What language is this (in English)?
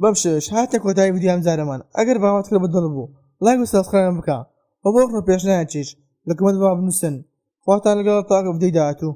Central Kurdish